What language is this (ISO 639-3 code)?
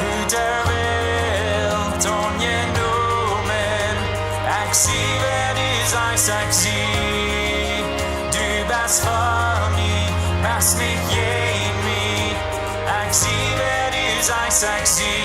pdt